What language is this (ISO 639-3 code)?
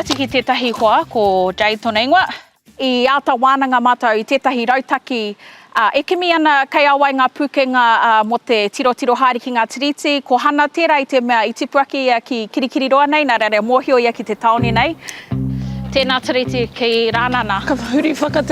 mri